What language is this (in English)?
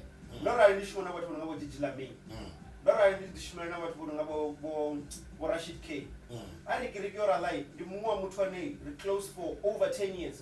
Venda